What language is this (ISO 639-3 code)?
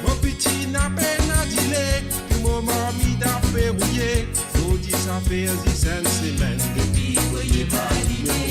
mfe